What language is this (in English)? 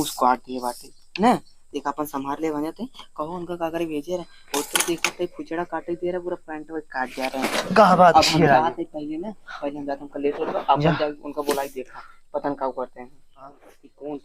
Awadhi